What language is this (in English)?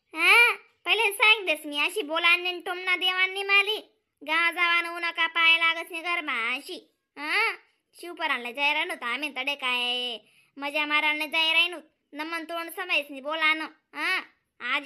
Khandesi